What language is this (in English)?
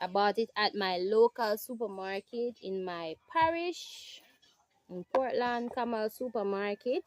Jamaican Creole English